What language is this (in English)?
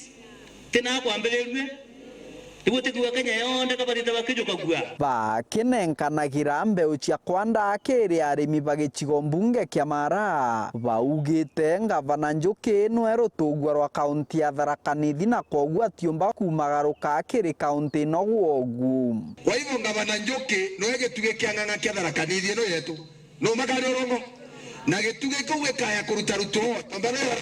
Meru